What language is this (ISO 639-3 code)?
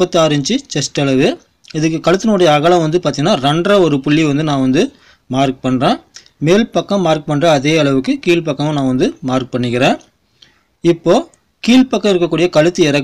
tam